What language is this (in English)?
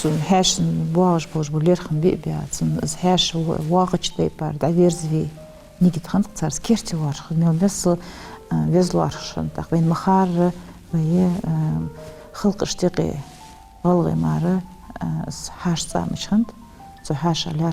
Ingush